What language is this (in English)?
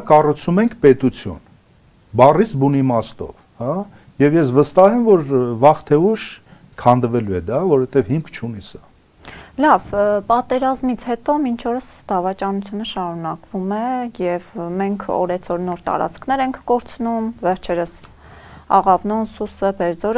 Armenian